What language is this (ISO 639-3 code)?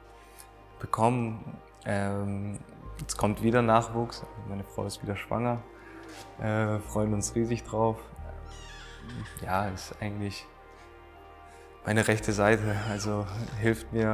deu